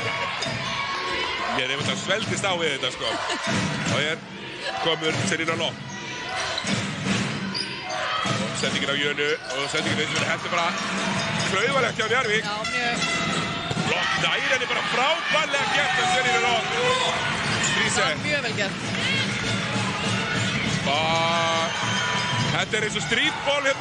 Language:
Icelandic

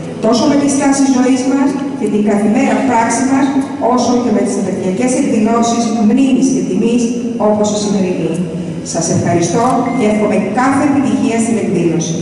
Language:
Greek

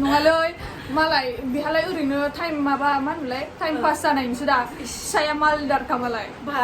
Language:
Bodo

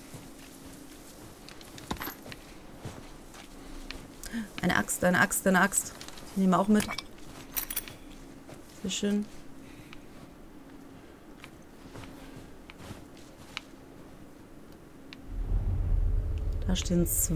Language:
German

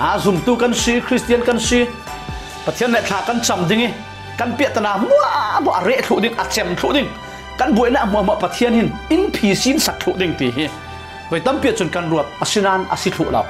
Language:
Falam Chin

